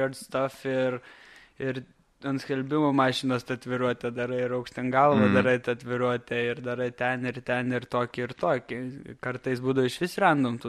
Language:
Lithuanian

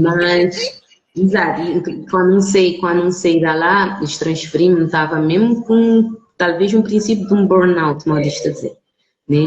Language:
Kabuverdianu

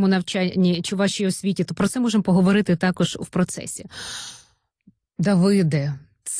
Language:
Ukrainian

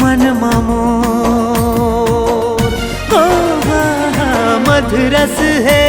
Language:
Chhattisgarhi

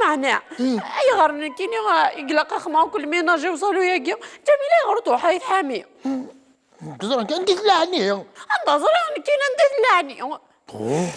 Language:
Kabyle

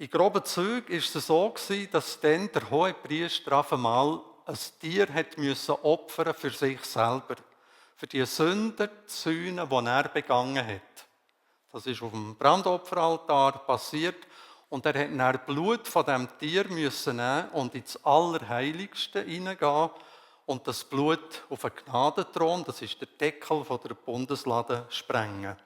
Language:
Swiss German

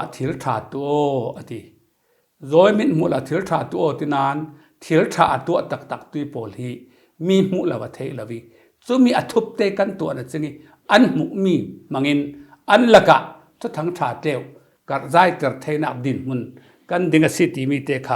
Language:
Falam Chin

